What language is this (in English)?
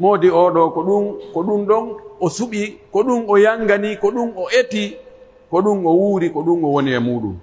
Pular